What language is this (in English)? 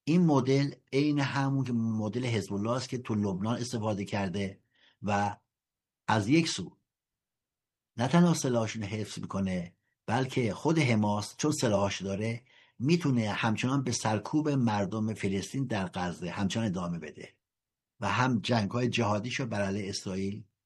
Persian